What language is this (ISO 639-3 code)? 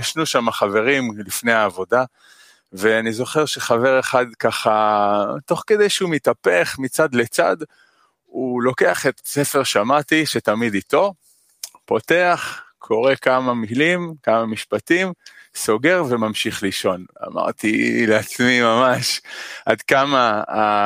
heb